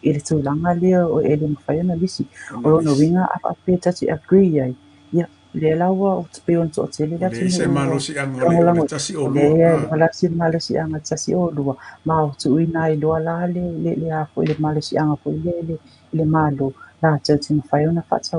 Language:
Samoan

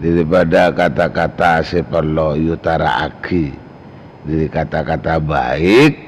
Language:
Madurese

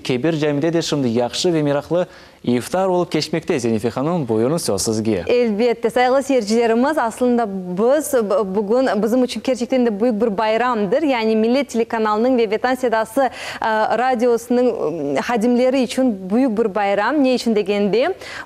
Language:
Crimean Tatar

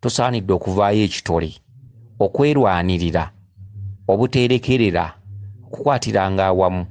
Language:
Ganda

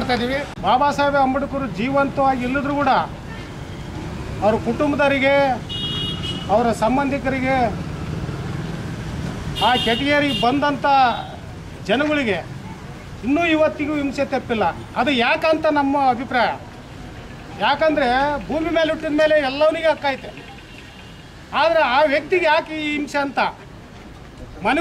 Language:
Kannada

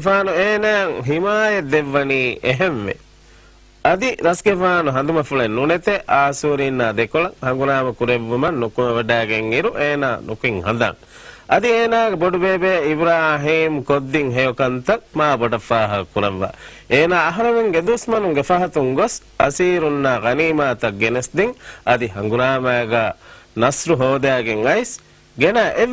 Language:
Divehi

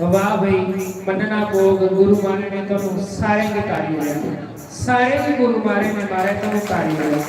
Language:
Dogri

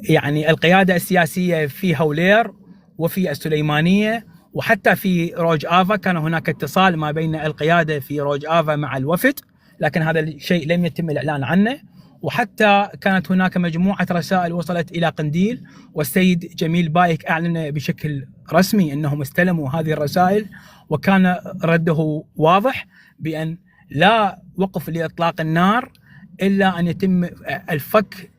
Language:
North Levantine Arabic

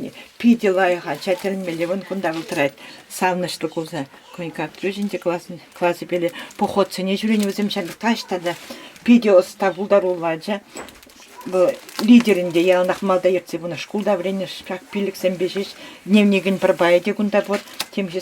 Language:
Chuvash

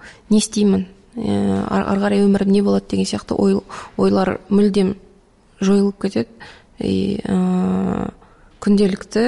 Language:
Kazakh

